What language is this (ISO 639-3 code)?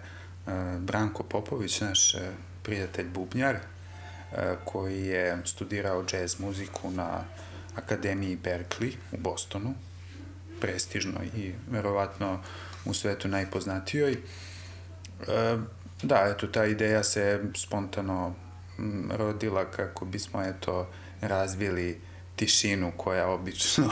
srp